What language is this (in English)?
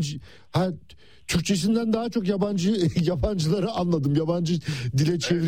Turkish